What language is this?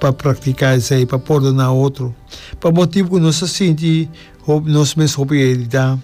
Papiamento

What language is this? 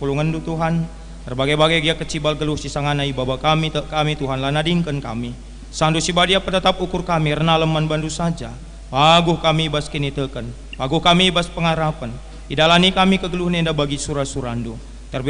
Batak Karo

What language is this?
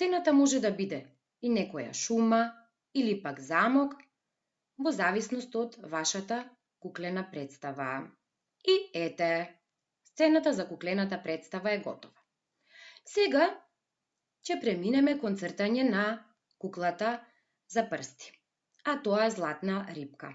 Macedonian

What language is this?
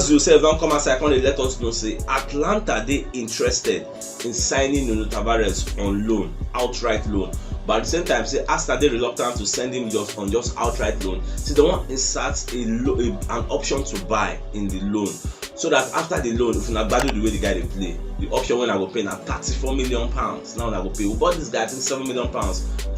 Nigerian Pidgin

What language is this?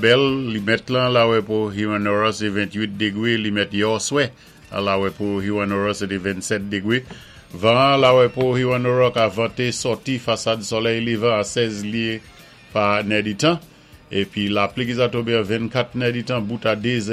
Saint Lucian Creole French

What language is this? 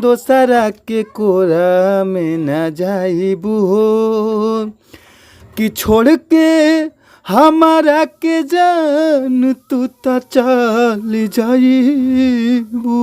Bhojpuri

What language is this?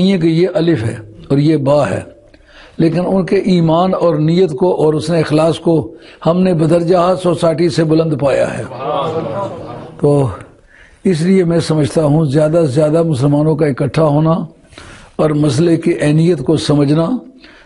Urdu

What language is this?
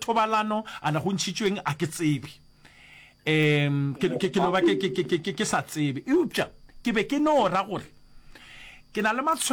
Northern Sotho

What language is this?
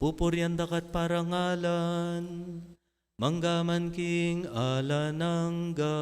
Pampanga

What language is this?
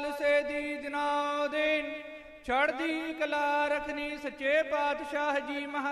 Punjabi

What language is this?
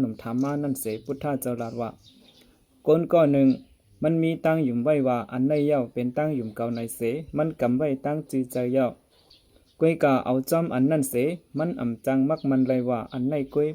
Shan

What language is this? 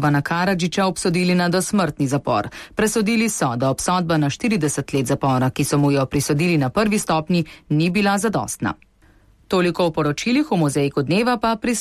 Slovenian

